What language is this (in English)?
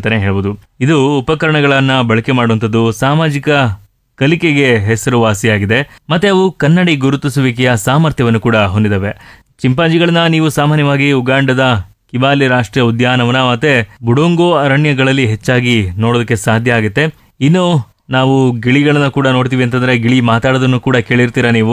Kannada